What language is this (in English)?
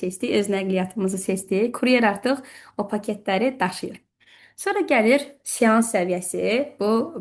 Azerbaijani